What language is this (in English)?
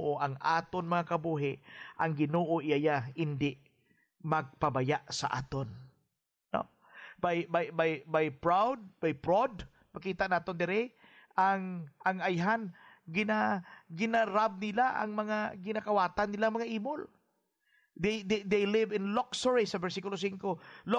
Hiligaynon